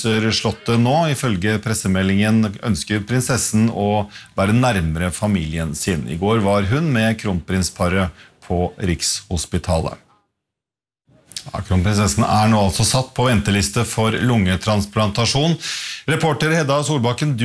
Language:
Norwegian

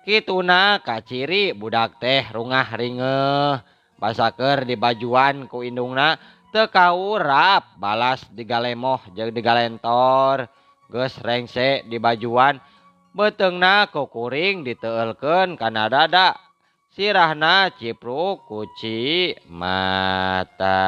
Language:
Sundanese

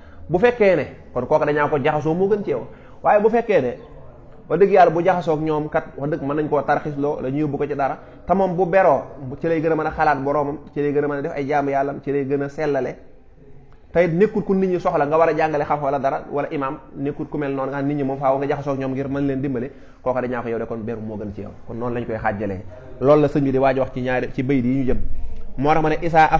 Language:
Wolof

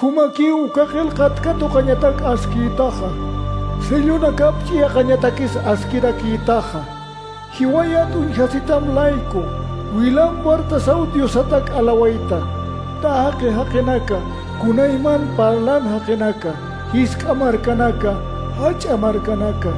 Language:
Aymara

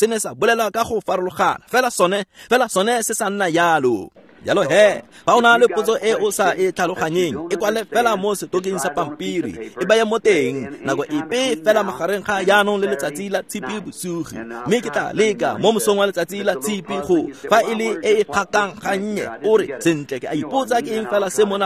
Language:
Tswana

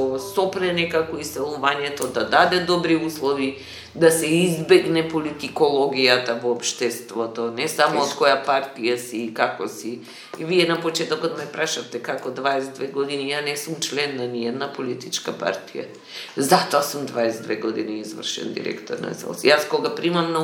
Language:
Macedonian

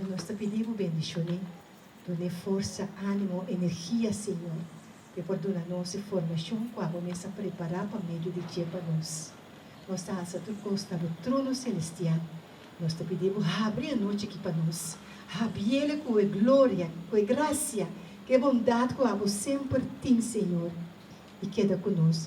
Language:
Papiamento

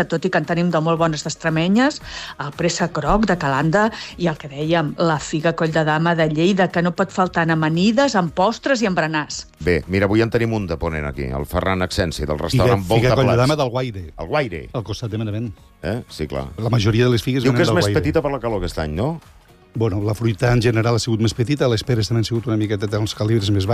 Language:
Catalan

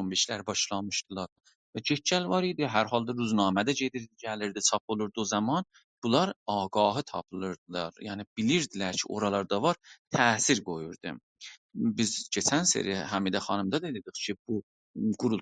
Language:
South Azerbaijani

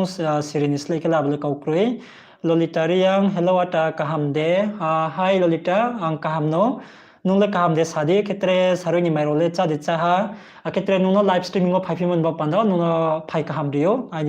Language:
Riang (India)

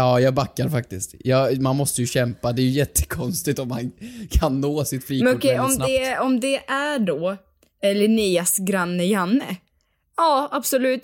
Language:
Swedish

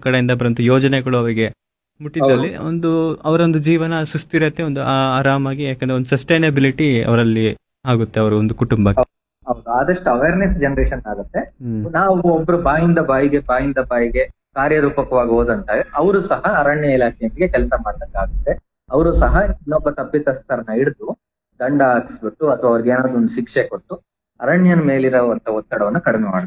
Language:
Kannada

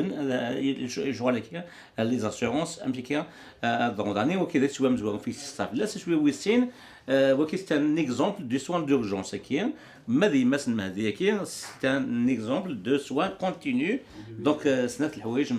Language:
Kabyle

